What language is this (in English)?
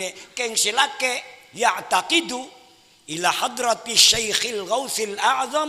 Madurese